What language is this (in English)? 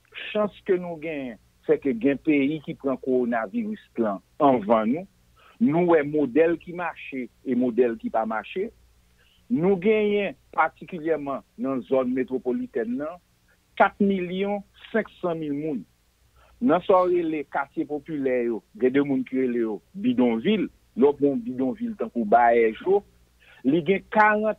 Haitian Creole